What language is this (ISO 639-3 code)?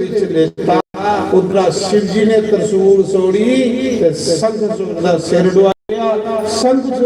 doi